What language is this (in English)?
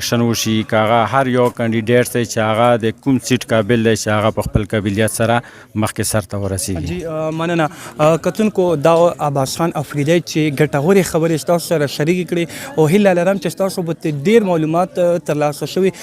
Pashto